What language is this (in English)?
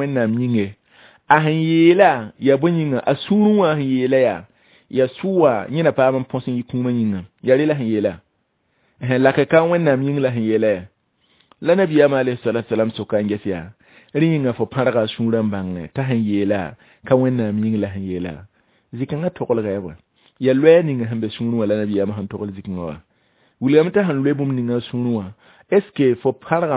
Mossi